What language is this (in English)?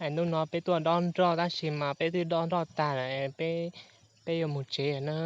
Hmong